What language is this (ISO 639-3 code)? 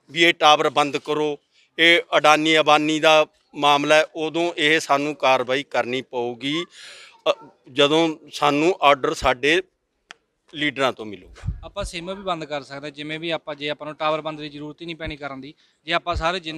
pan